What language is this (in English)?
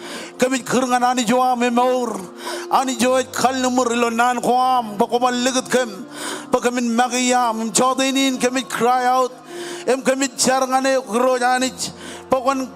Marshallese